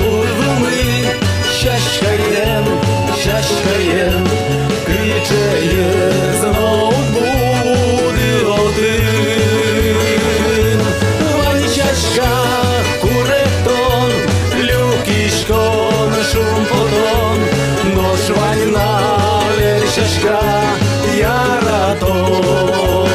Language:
Udmurt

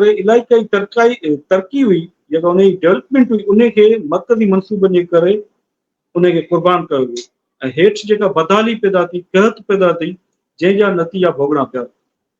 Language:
Sindhi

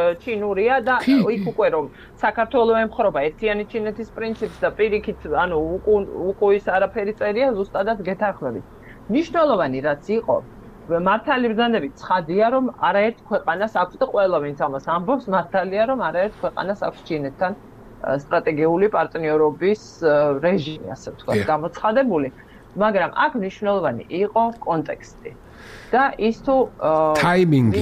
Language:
Georgian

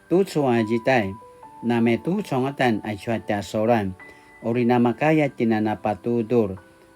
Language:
Paiwan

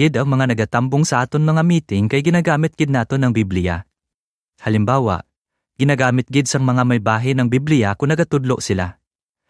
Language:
Hiligaynon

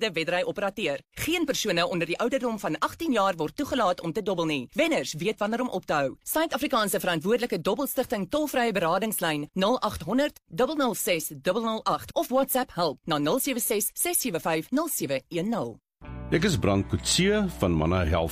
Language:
Afrikaans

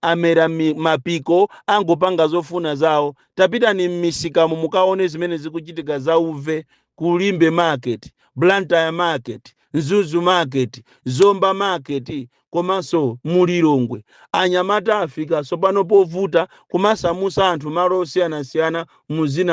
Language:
Nyanja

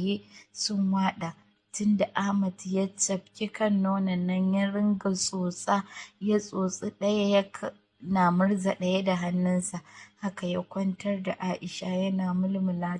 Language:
Hausa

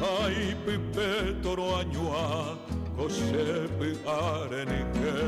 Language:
Guarani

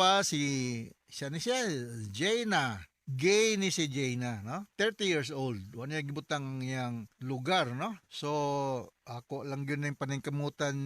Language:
Cebuano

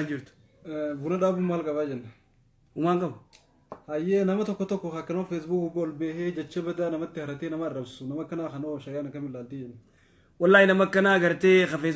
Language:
Oromo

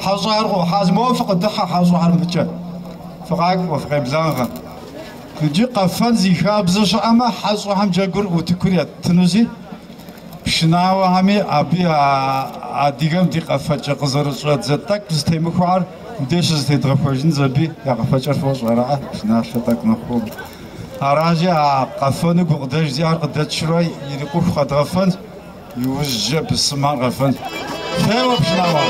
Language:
Kabardian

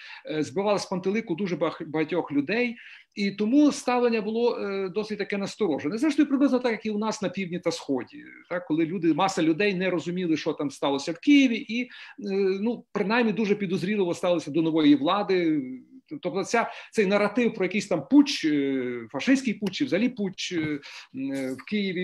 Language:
Ukrainian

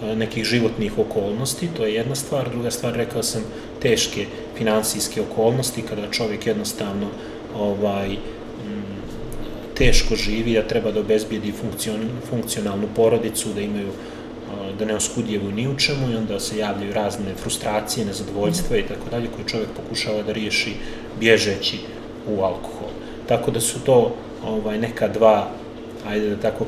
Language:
Serbian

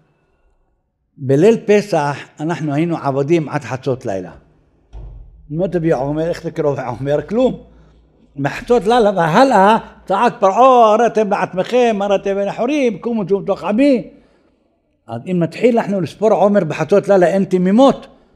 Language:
Hebrew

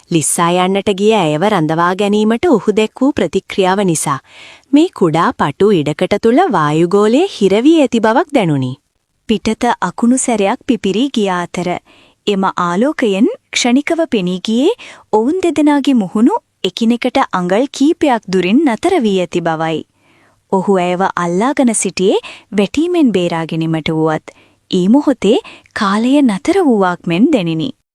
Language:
Sinhala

